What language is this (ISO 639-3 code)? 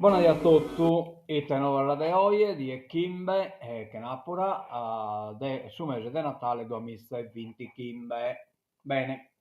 srd